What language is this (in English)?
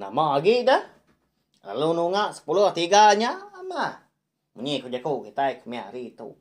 Iban